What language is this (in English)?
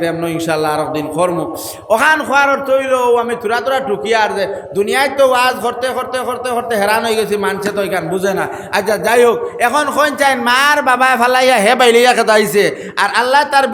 Sylheti